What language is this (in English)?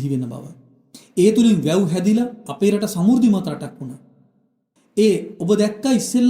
Sinhala